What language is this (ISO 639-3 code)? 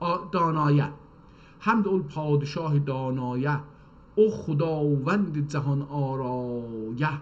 azb